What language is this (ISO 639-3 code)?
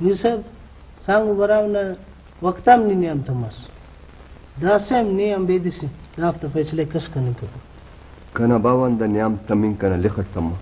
brh